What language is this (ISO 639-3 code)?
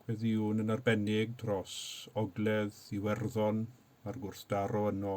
cym